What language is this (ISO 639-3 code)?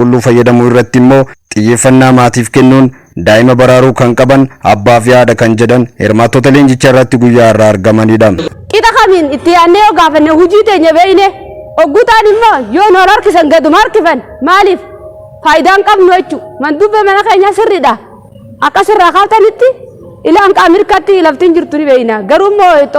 orm